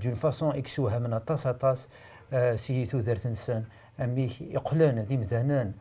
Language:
Kabyle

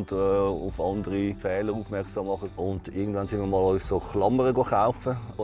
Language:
Swiss German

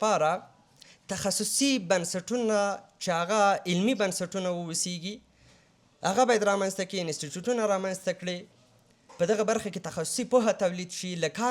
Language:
Pashto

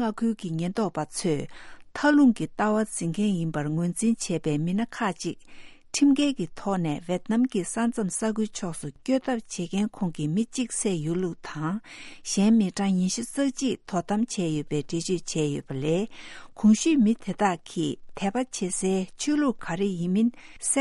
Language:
Tibetan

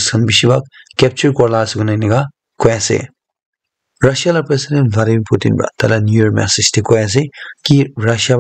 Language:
Naga Pidgin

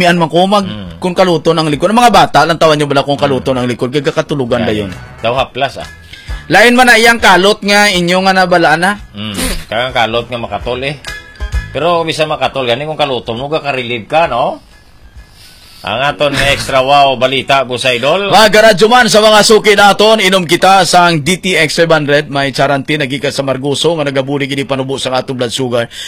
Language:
Hiligaynon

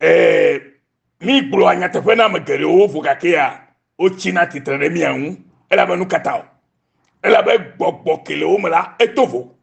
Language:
Ewe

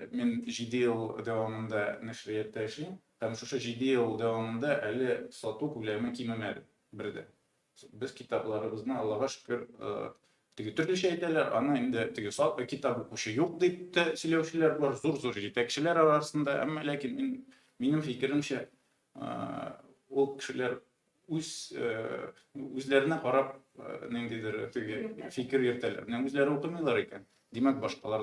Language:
Tatar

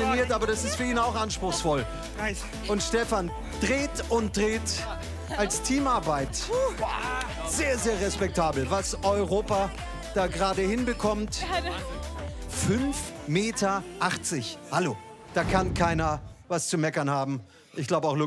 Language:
German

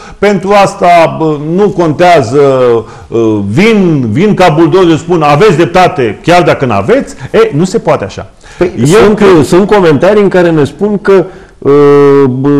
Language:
Romanian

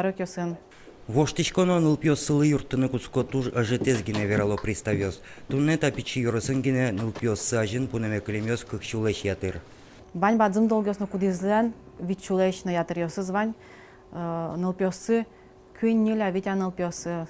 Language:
Udmurt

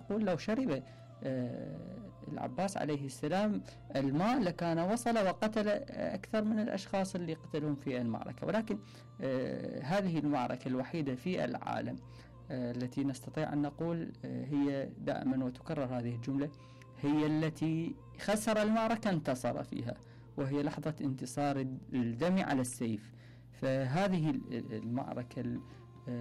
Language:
Mesopotamian Arabic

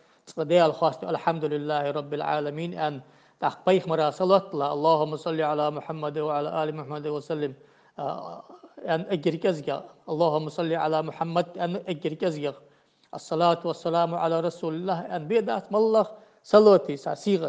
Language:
Ingush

